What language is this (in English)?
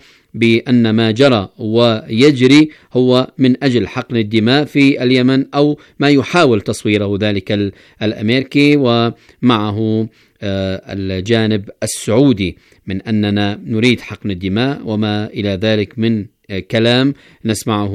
Arabic